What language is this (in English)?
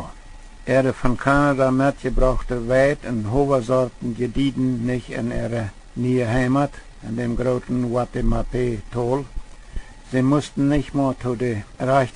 Plautdietsch